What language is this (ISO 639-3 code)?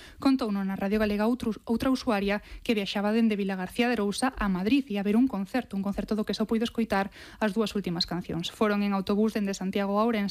glg